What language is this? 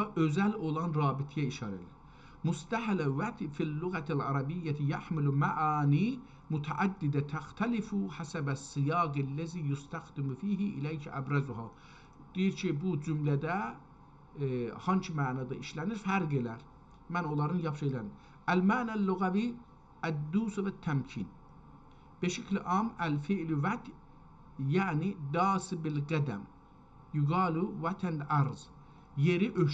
South Azerbaijani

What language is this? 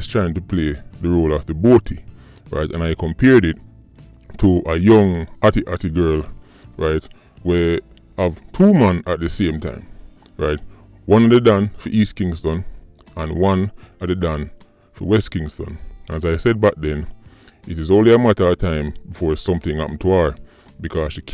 Jamaican Creole English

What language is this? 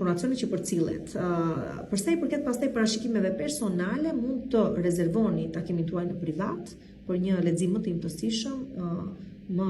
Albanian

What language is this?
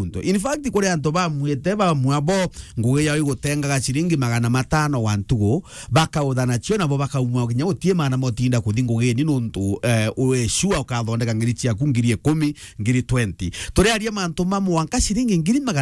Meru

